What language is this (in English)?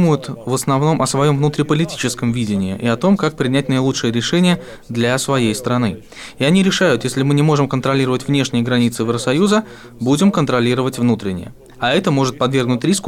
Russian